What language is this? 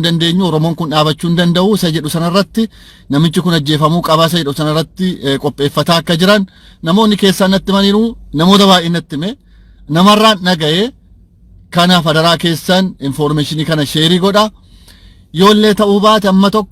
Oromo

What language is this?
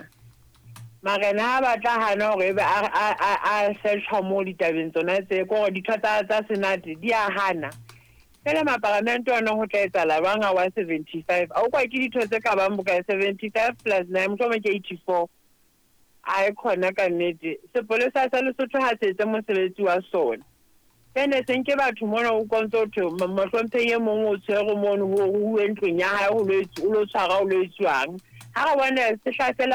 Southern Sotho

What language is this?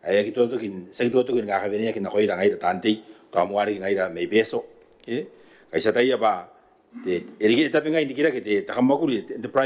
Gilbertese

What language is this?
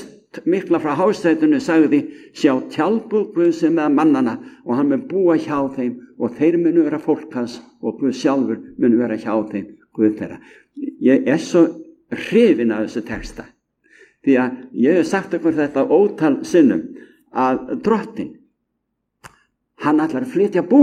Icelandic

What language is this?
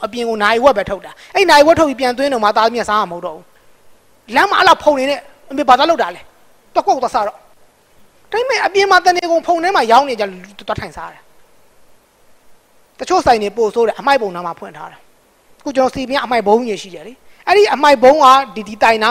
Burmese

